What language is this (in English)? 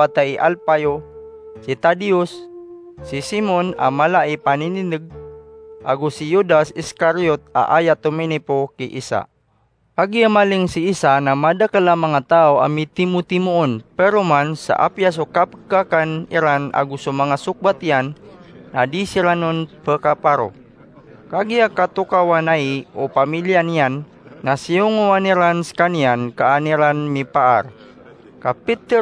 Maranao